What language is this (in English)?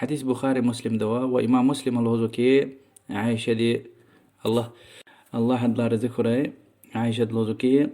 Lezghian